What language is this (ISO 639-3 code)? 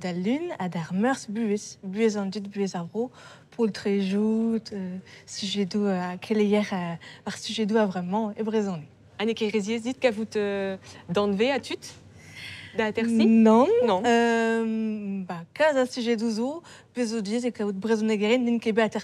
bre